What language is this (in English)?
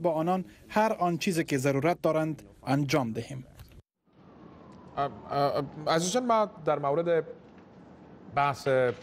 Persian